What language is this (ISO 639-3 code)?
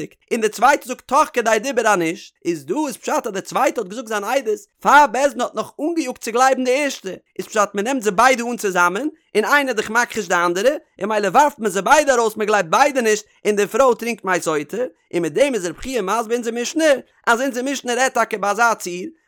yid